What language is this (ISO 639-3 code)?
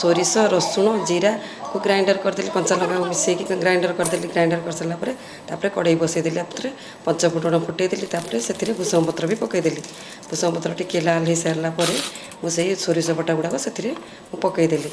ori